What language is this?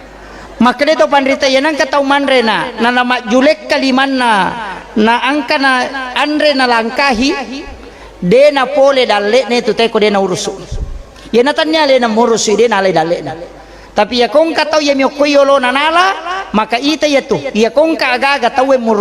Buginese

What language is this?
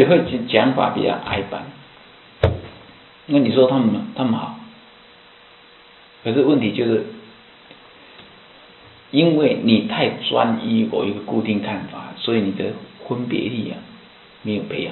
Chinese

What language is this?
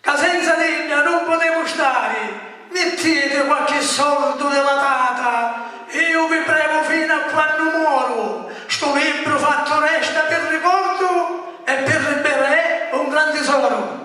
Sicilian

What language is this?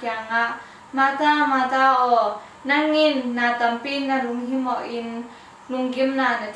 Tedim Chin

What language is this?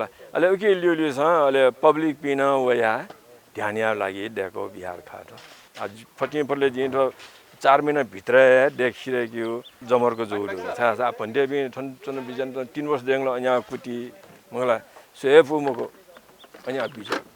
Newari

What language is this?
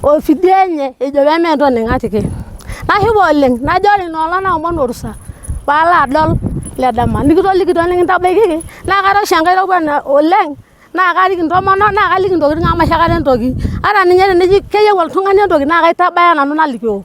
Masai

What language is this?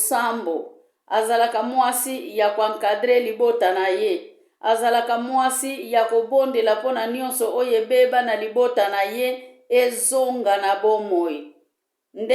Lingala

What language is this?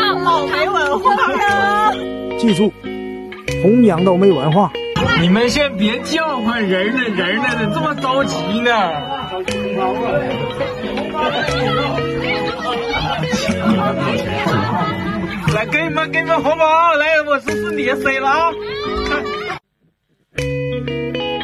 Chinese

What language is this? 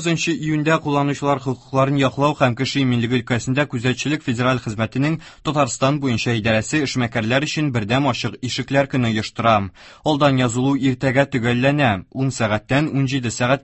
Tatar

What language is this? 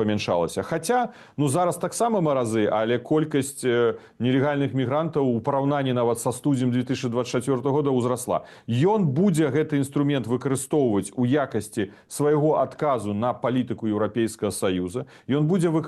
Belarusian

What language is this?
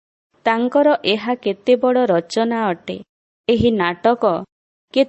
Odia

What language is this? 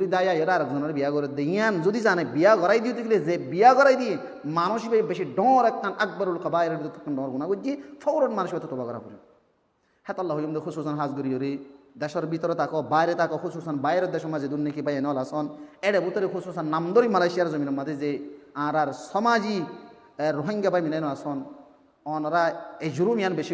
Rohingya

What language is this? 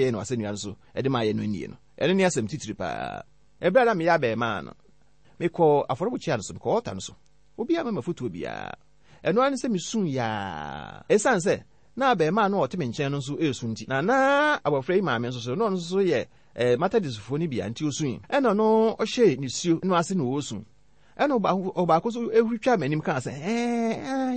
Akan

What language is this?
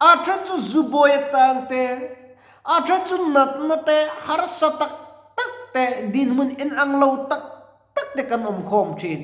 Mizo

